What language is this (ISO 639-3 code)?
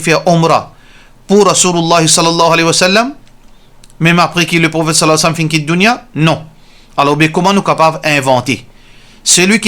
mfe